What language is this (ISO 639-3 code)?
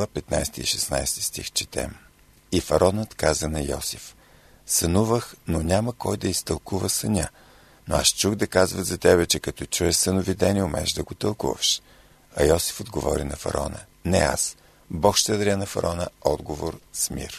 bul